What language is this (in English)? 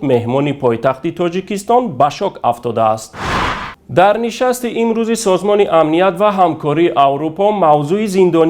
Tajik